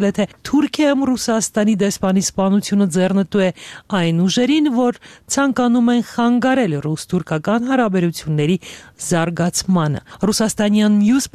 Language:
Armenian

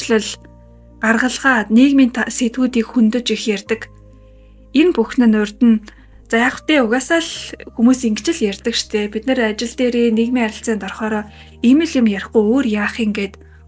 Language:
Mongolian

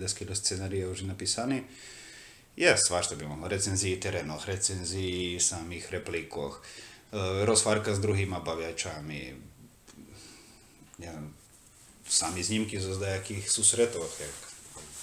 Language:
Slovak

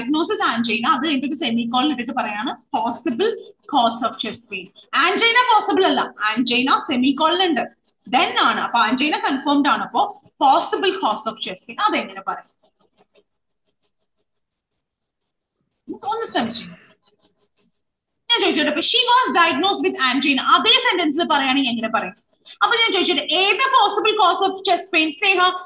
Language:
Malayalam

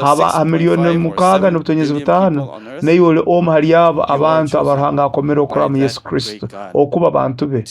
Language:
Nyoro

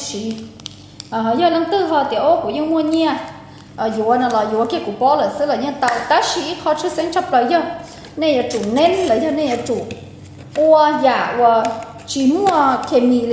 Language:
Hmong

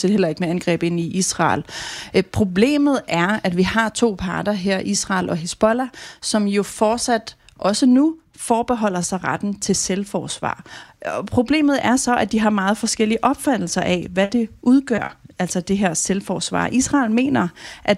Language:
Danish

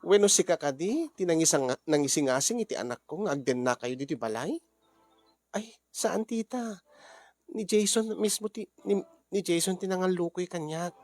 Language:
Iloko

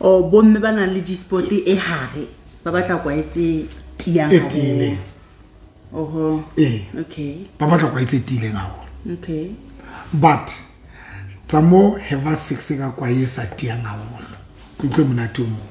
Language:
Southern Sotho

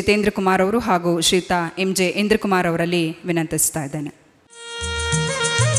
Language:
Kannada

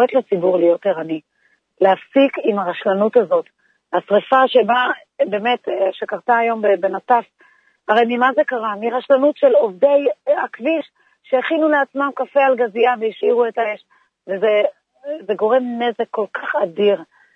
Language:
Hebrew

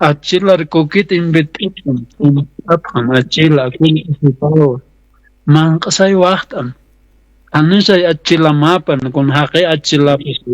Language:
Aymara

